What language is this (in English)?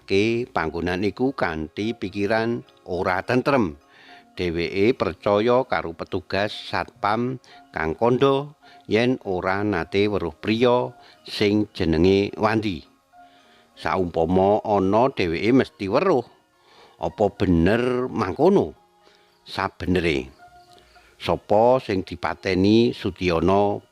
Javanese